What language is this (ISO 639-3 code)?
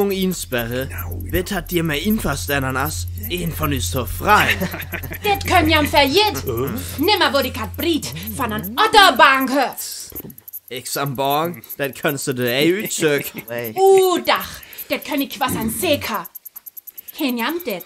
frr